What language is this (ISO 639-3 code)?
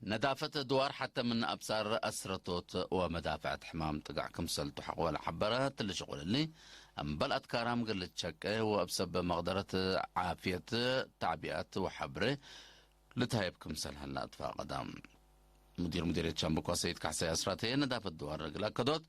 tig